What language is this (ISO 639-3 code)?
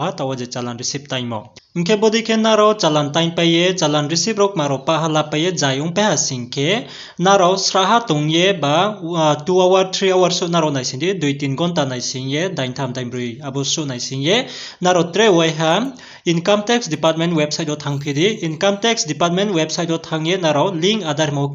ria